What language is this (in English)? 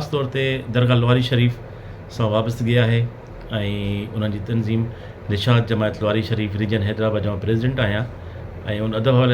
Sindhi